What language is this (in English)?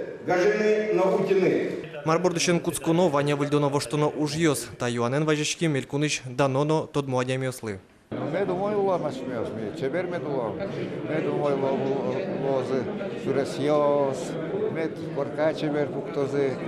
Udmurt